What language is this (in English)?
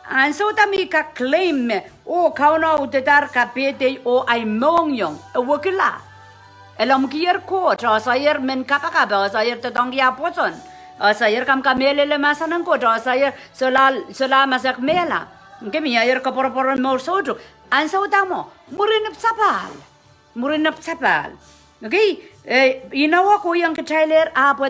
Pohnpeian